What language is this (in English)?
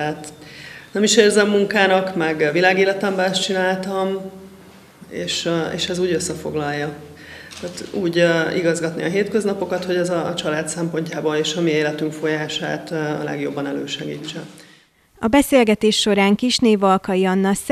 Hungarian